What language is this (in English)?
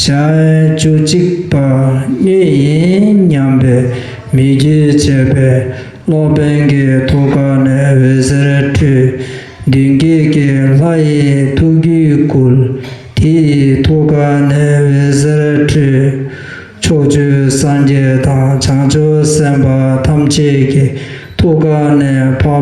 Tibetan